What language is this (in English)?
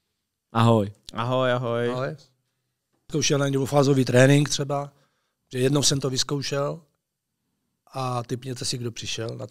Czech